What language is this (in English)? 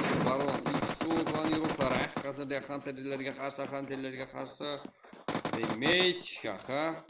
Kara-Kalpak